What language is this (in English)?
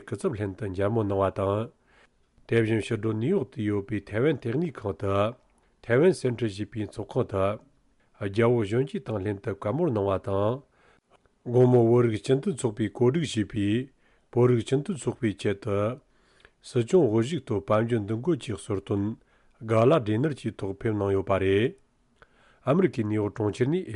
Tibetan